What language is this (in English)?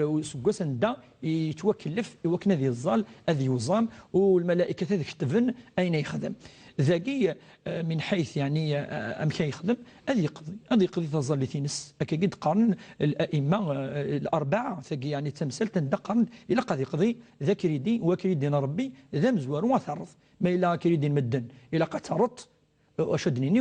Kabyle